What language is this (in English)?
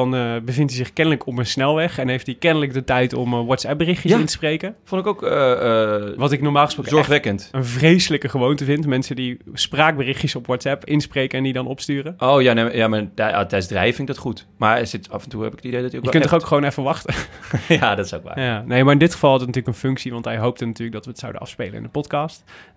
Dutch